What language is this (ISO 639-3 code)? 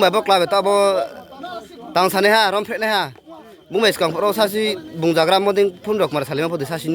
ria